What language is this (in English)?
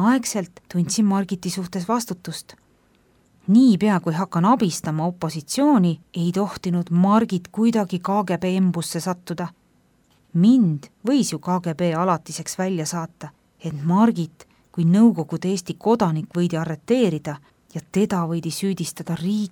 Estonian